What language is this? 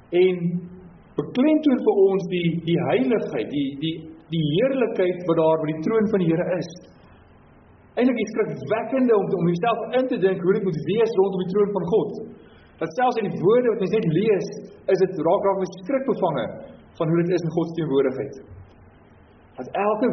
Afrikaans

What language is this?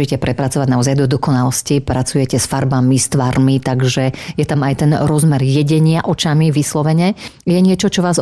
Slovak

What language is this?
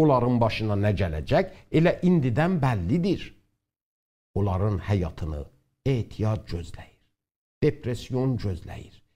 South Azerbaijani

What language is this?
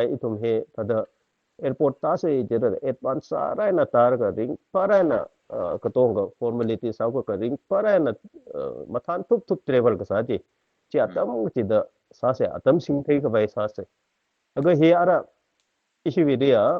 Tangkhul Naga (India)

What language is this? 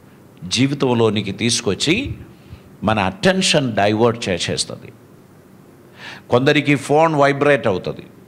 Telugu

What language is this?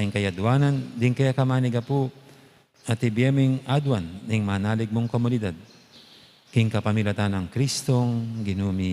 Pampanga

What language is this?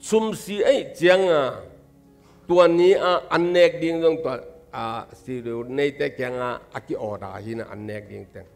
Tedim Chin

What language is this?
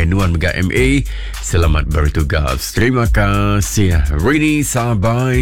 Iban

